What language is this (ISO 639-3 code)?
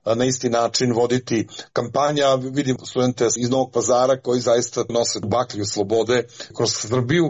srp